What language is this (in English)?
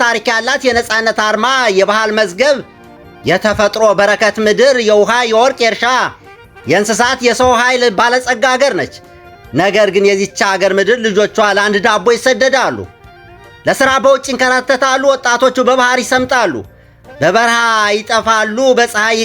Amharic